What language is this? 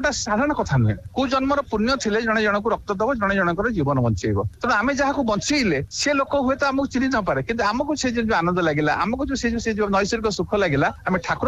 Odia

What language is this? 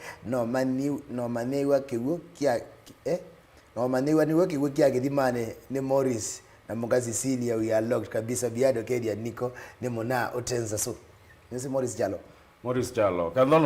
Kamba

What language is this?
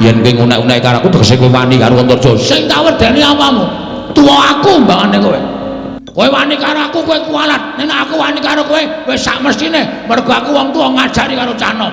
Javanese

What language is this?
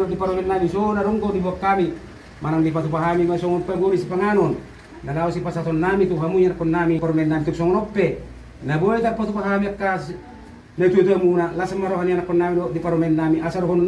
Batak Toba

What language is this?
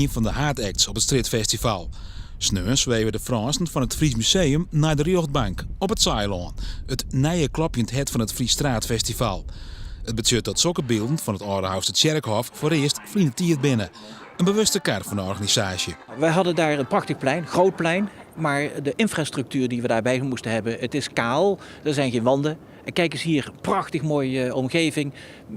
Western Frisian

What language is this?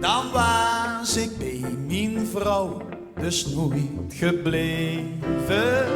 Limburgish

